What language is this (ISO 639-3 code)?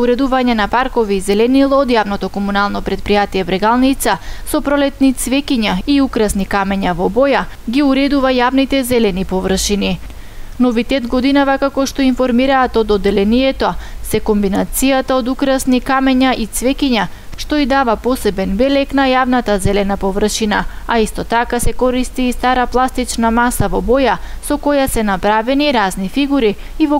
mkd